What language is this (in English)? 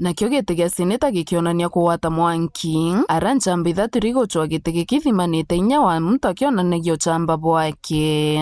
Meru